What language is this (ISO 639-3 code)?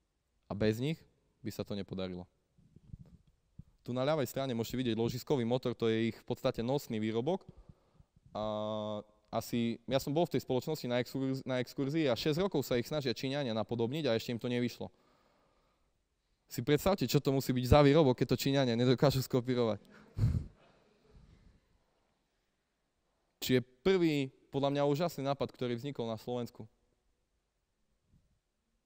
slk